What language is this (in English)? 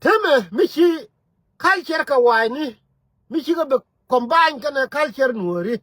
Nuer